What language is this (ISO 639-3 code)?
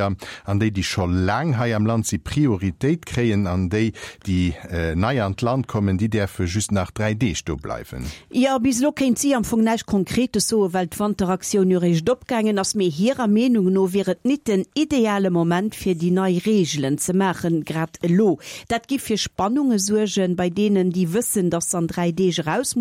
ltz